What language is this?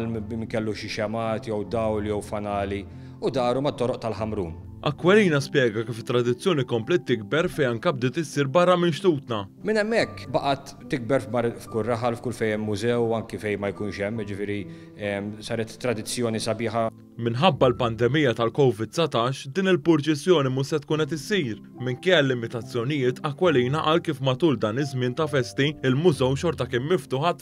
Maltese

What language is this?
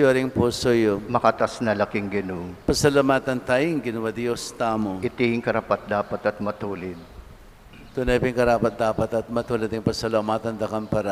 Pampanga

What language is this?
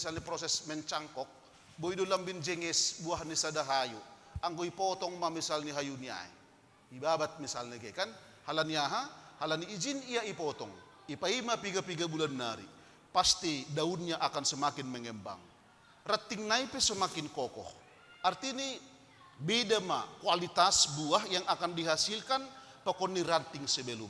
Batak Simalungun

